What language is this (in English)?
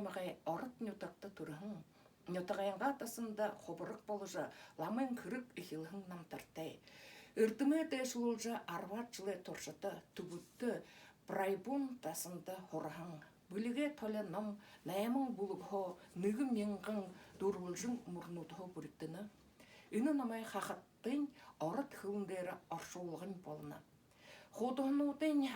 Buriat